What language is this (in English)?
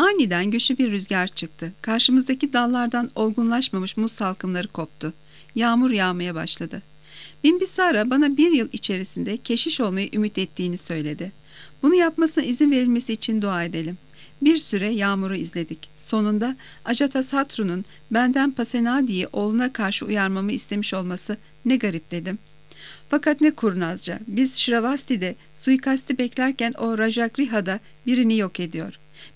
Turkish